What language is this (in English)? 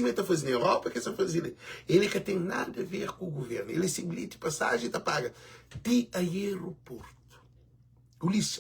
Kabuverdianu